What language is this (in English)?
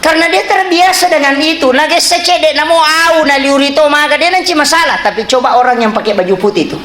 Buginese